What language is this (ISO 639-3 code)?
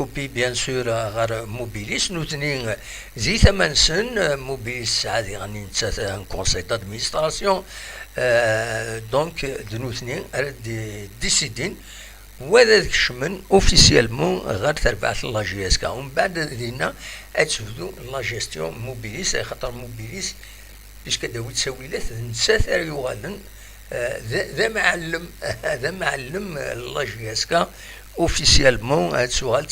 kab